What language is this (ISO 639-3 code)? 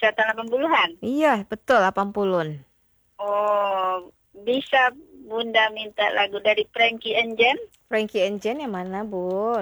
ind